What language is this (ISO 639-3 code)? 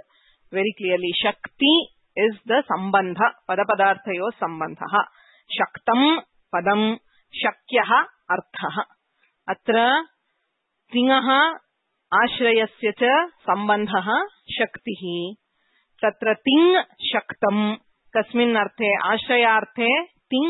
san